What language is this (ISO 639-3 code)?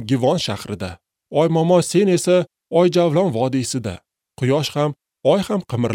uzb